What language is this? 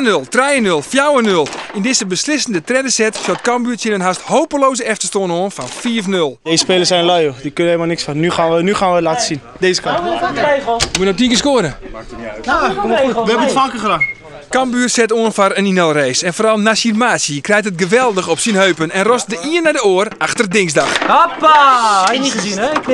Western Frisian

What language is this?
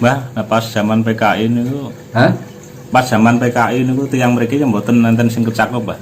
Javanese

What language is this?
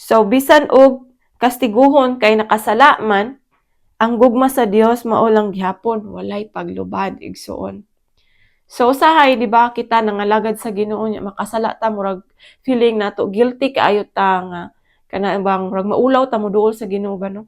Cebuano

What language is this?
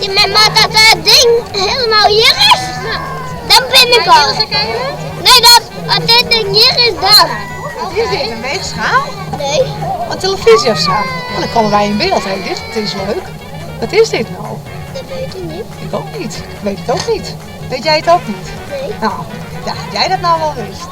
Western Frisian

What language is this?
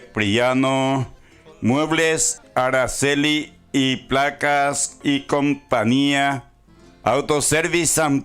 Guarani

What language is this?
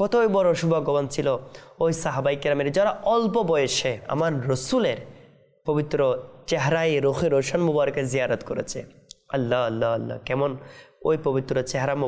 Bangla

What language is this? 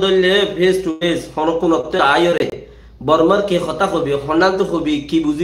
Rohingya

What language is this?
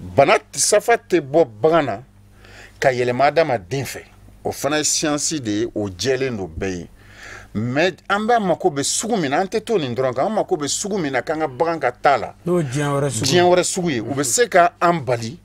Bambara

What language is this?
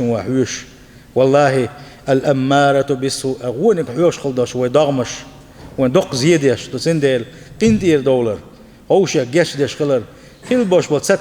Chechen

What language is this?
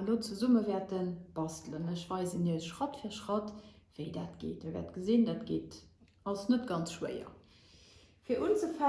Luxembourgish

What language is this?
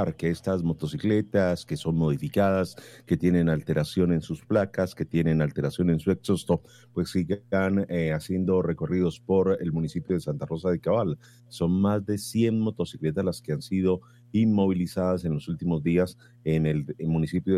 Spanish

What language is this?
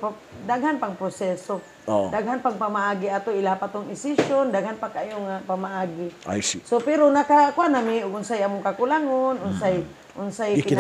Cebuano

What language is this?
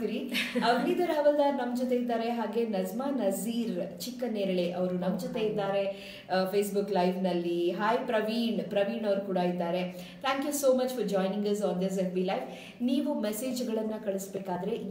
Kannada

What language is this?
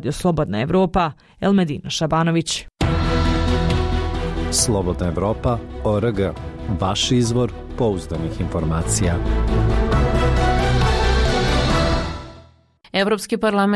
Bosnian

